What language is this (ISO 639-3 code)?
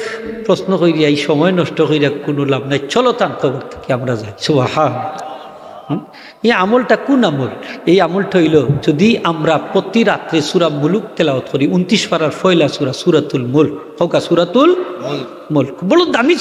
syl